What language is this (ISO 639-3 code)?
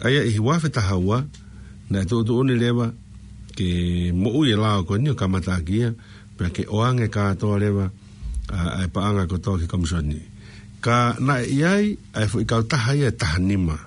ton